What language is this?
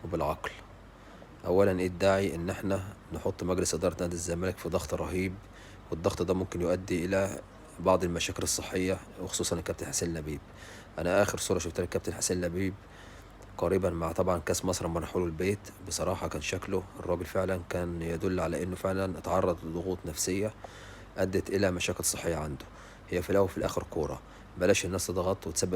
Egyptian Arabic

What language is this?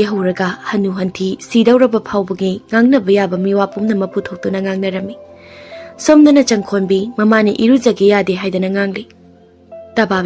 Manipuri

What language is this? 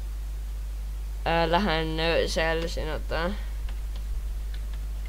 Estonian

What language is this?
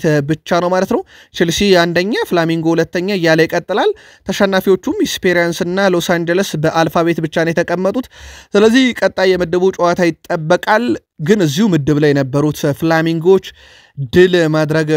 Amharic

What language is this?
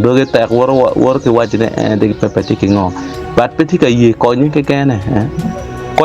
Acoli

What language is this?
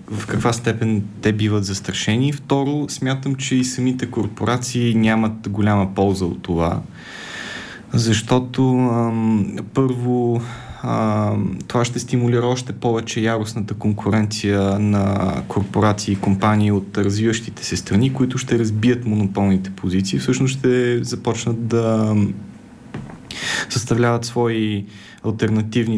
Bulgarian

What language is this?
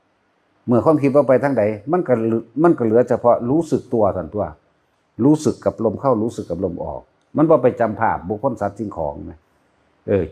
Northeastern Thai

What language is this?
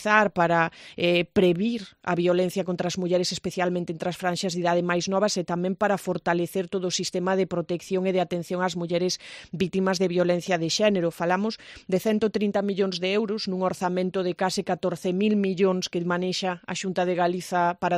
Galician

